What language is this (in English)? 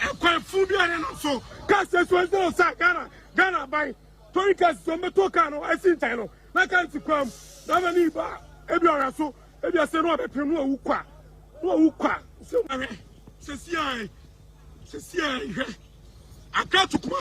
Akan